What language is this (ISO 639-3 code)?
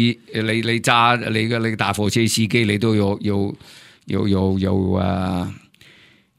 yue